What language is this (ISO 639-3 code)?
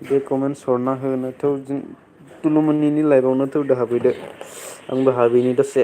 brx